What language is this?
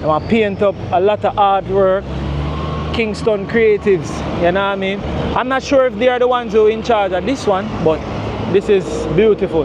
Jamaican Creole English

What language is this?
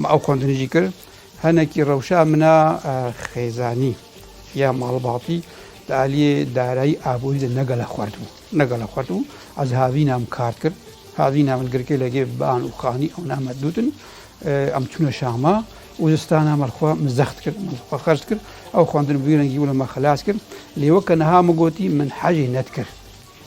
Kurdish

